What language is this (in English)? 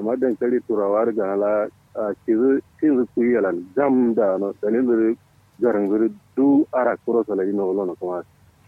Kanuri